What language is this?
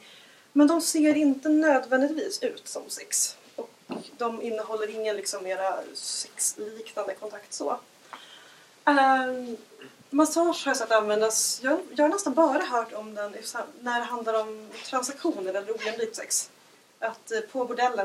Swedish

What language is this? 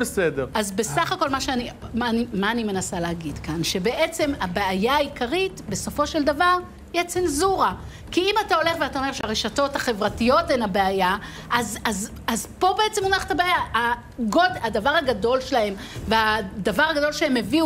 Hebrew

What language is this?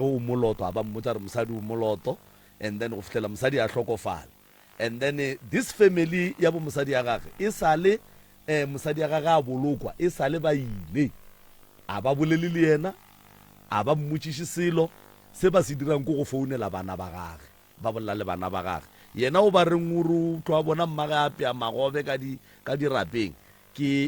Northern Sotho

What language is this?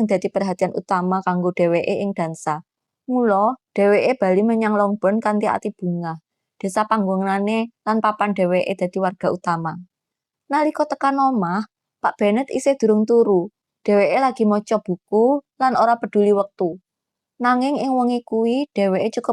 Javanese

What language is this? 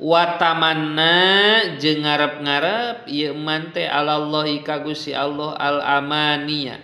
Sundanese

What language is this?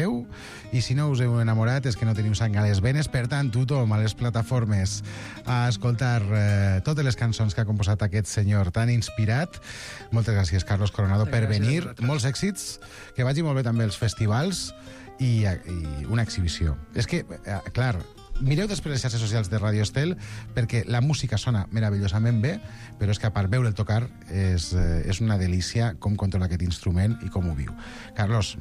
Catalan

